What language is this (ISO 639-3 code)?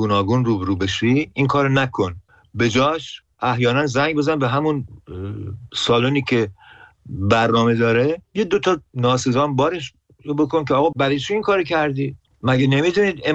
fas